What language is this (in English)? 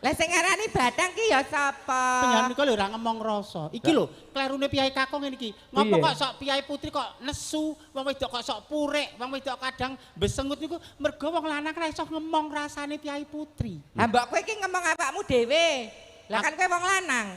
Javanese